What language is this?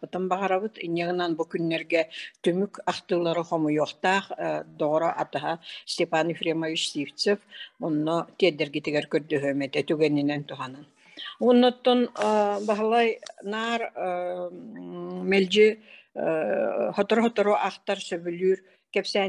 Yakut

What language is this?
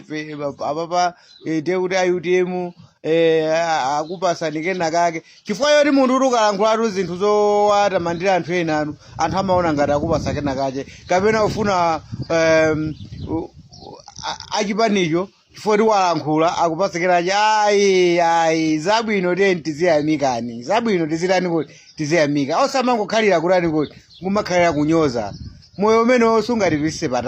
Nyanja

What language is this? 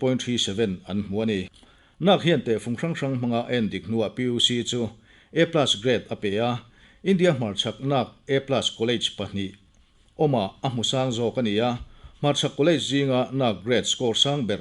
Mizo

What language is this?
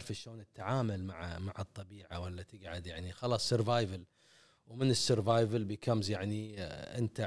Gulf Arabic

